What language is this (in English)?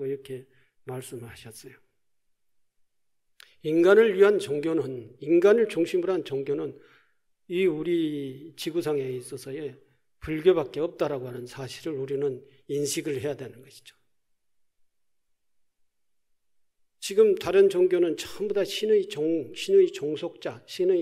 Korean